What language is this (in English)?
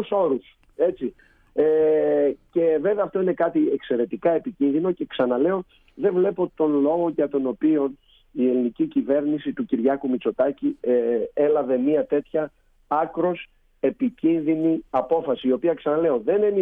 Greek